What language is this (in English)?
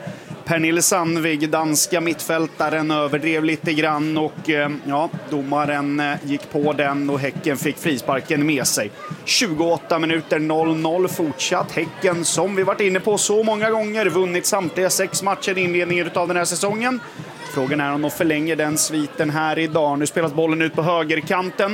Swedish